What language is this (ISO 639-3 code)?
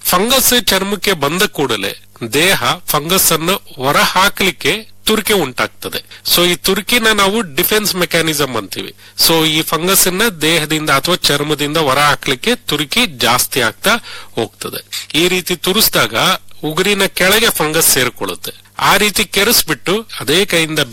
kan